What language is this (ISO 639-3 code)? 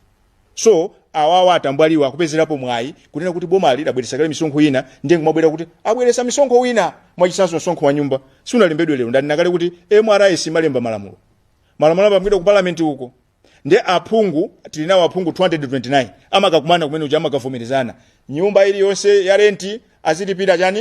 nya